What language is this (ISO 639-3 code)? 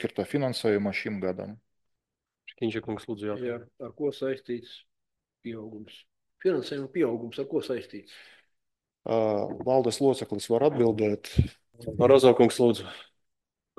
lav